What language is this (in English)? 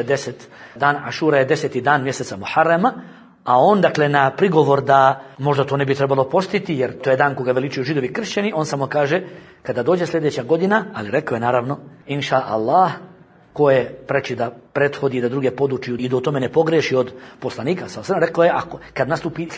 Bosnian